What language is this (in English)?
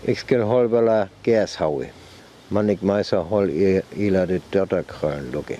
Northern Frisian